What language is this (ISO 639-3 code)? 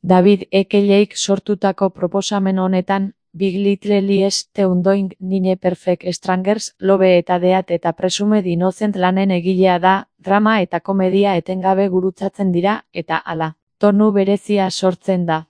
eus